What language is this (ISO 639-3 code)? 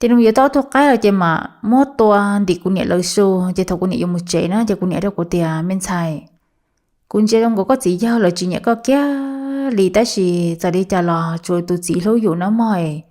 hmn